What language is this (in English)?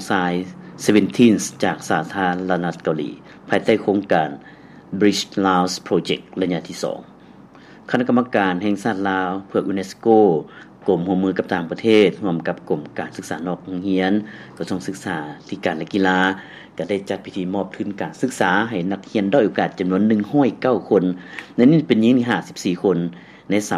Lao